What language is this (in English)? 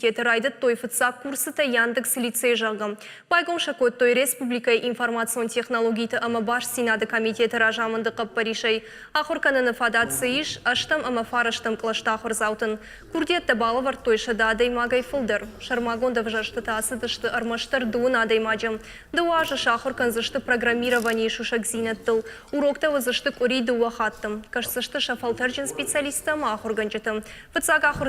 Ossetic